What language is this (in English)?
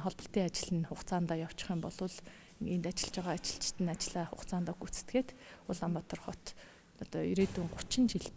Mongolian